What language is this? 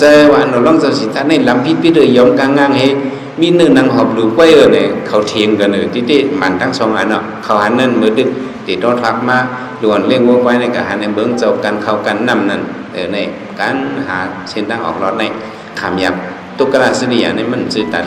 Shan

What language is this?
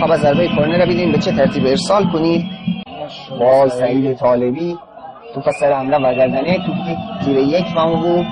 Gilaki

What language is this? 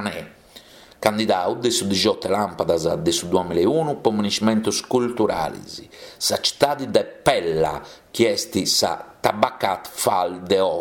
Sardinian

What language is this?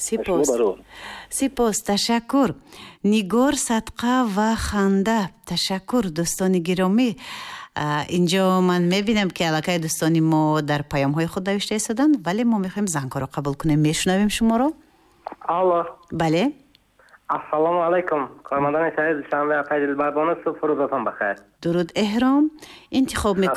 Tajik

